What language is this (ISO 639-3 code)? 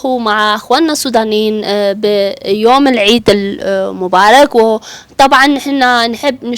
apd